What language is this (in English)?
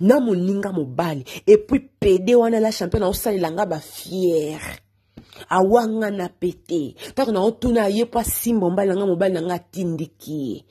Lingala